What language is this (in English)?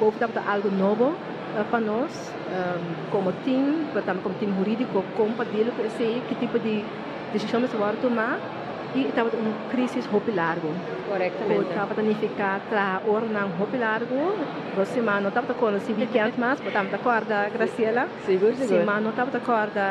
Papiamento